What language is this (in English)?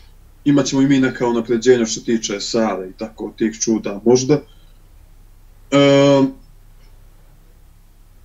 Serbian